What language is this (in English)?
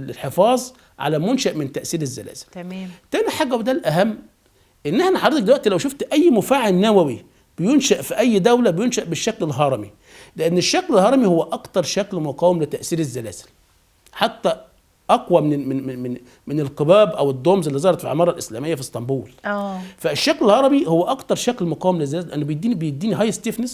Egyptian Arabic